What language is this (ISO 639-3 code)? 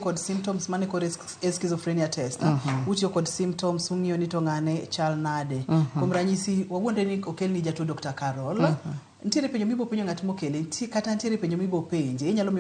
luo